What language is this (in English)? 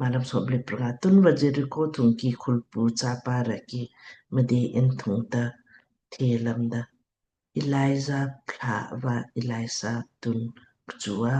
Lamkang